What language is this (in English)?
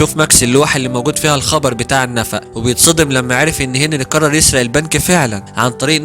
Egyptian Arabic